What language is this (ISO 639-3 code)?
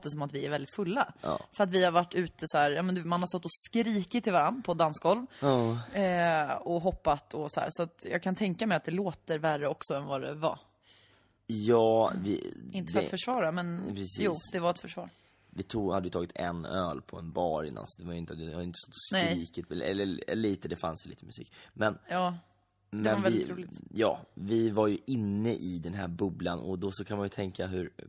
swe